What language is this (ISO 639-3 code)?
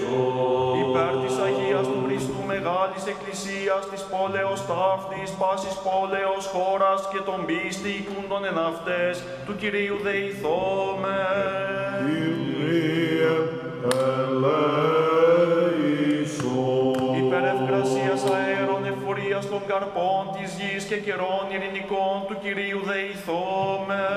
ell